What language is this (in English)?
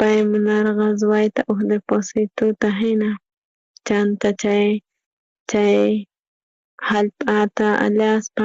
South Bolivian Quechua